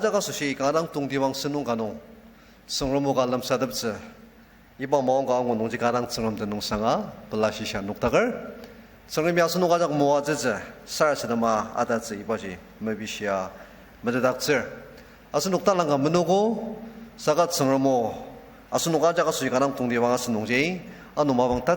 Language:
Ao Naga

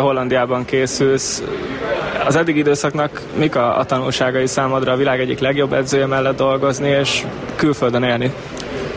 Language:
Hungarian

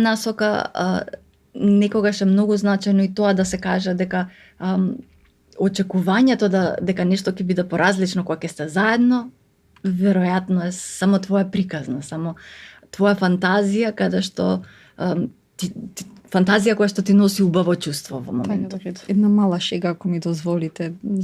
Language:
Macedonian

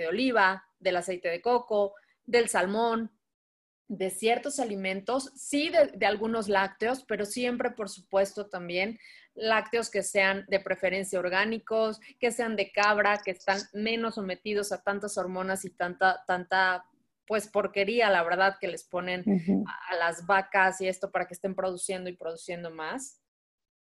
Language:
Spanish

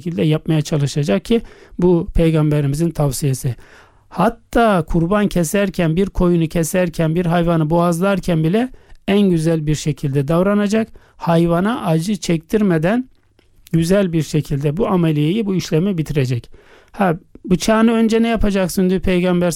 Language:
Turkish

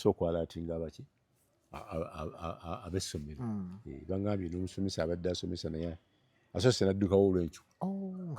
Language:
Ganda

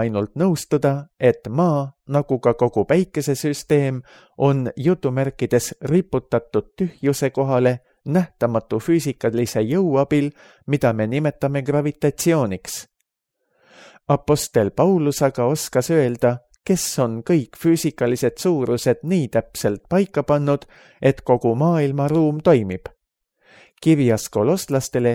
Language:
Estonian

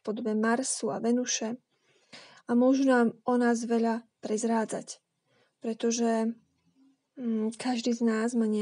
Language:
Slovak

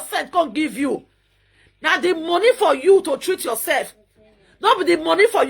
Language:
Nigerian Pidgin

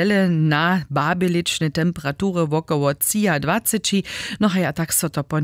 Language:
Upper Sorbian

